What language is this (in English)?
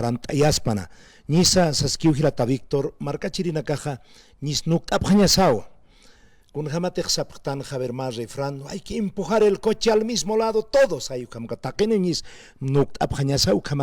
Aymara